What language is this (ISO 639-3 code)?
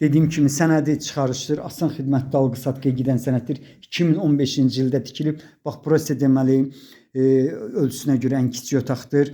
aze